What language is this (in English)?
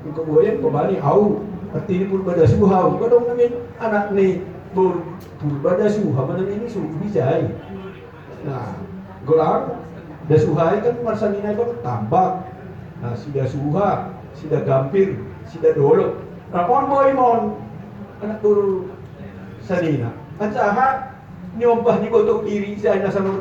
Batak Simalungun